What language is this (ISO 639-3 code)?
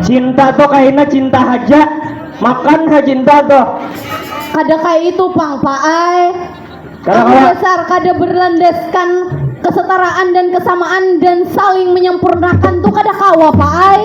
bjn